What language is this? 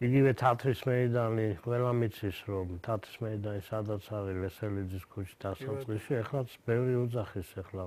Georgian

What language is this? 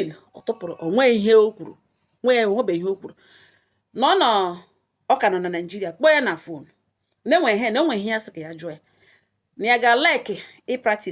Igbo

